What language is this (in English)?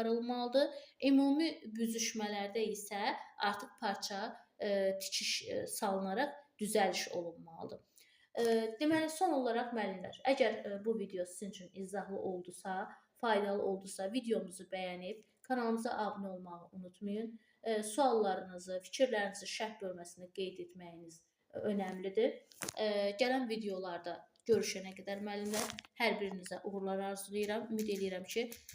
Azerbaijani